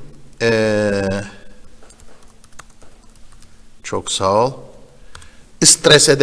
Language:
Turkish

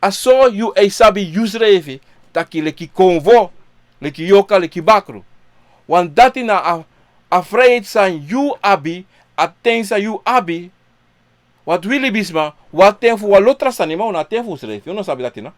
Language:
Sranan Tongo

